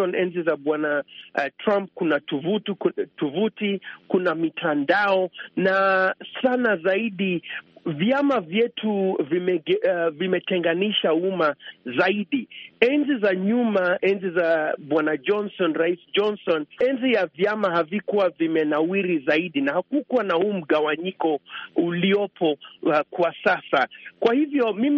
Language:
Swahili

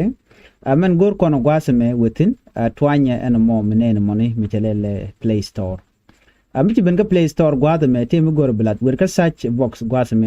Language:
Nuer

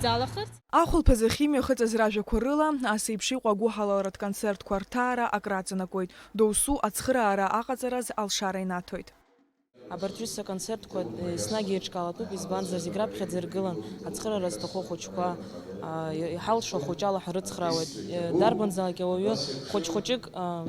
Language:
Abkhazian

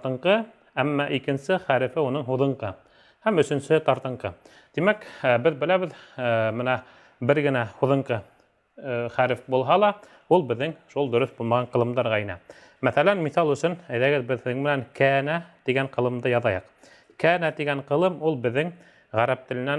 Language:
Bashkir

